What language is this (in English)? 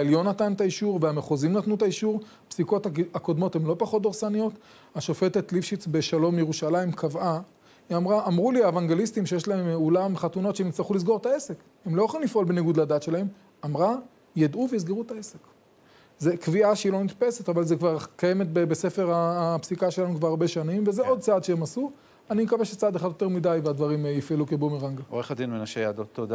Hebrew